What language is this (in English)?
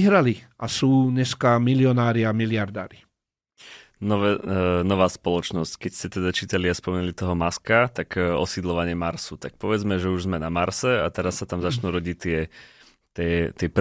Slovak